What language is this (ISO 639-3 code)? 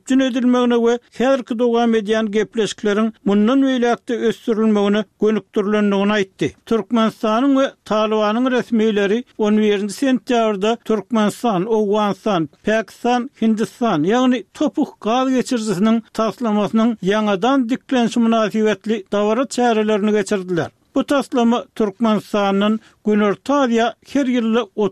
tuk